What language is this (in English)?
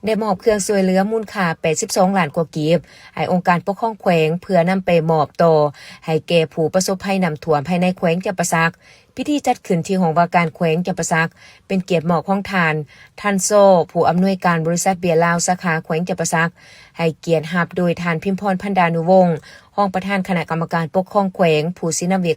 Lao